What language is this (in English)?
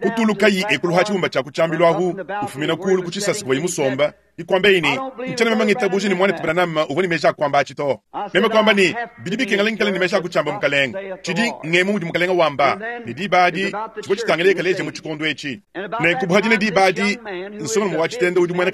Luba-Lulua